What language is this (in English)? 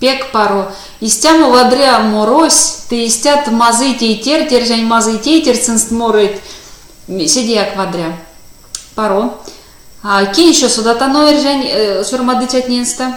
Erzya